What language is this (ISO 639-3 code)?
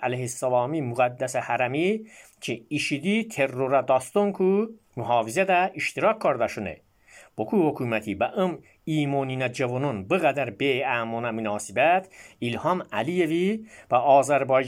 aze